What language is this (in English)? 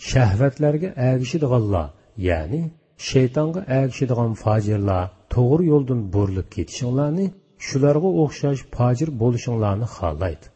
Uyghur